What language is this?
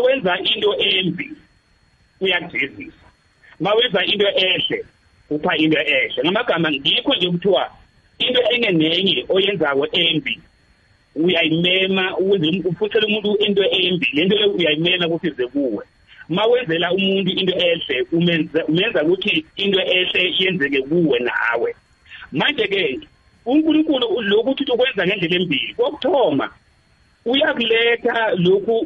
South Ndebele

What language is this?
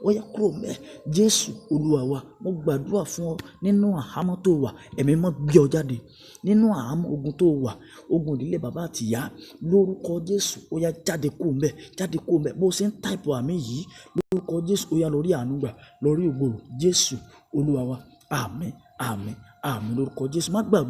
Yoruba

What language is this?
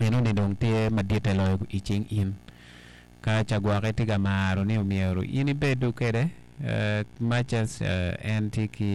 Acoli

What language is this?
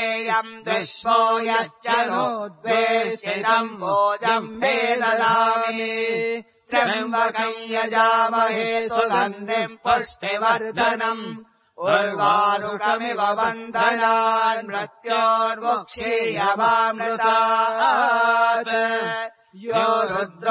Sanskrit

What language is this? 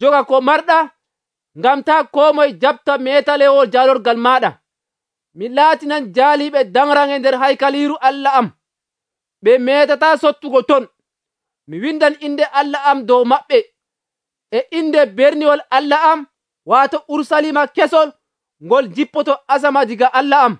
Nigerian Fulfulde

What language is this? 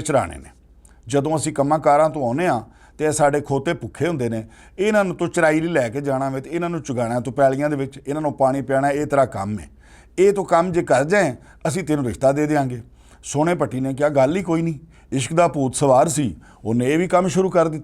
Western Panjabi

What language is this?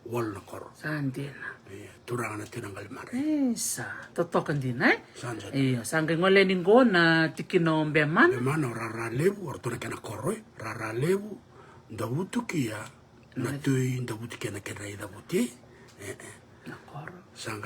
Fijian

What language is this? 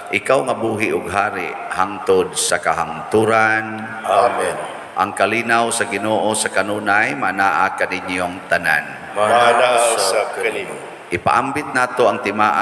Cebuano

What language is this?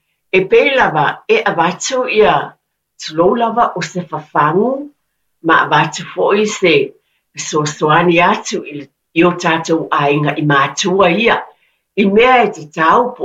Samoan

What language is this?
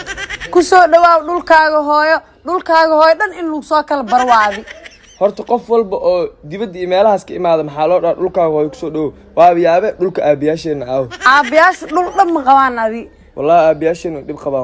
Somali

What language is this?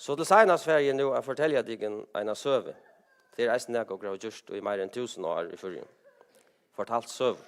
Faroese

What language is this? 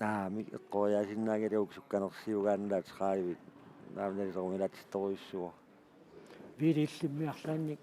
Kalaallisut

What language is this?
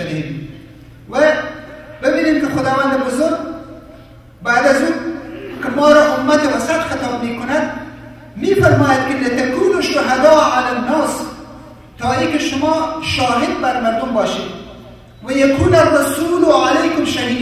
Persian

